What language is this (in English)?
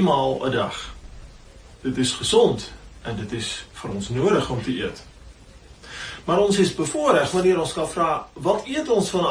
Afrikaans